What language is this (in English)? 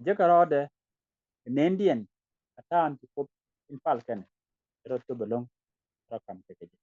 Nuer